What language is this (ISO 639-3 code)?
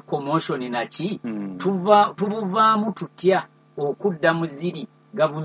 lug